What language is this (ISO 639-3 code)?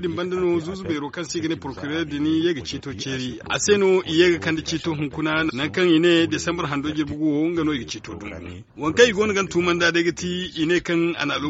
dje